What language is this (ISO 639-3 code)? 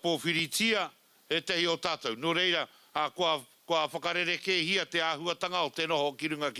mri